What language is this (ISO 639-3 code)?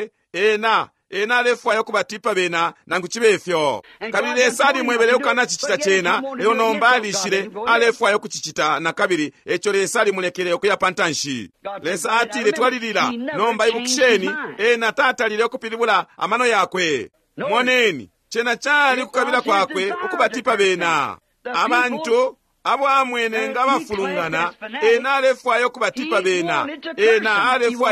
bem